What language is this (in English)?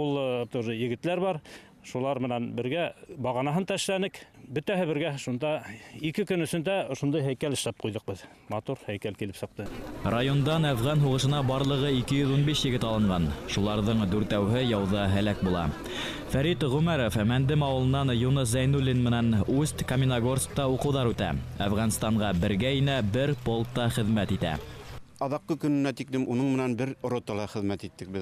Bashkir